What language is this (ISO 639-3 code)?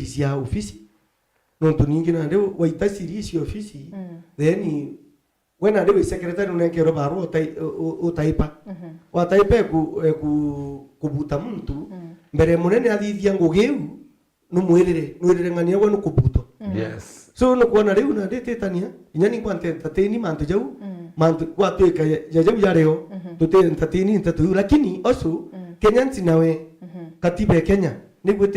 mer